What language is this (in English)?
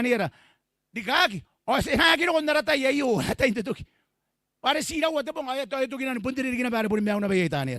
Gilbertese